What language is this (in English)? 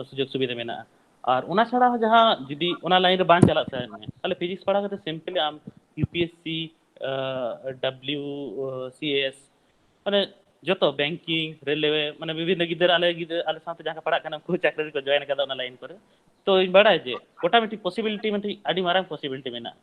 Santali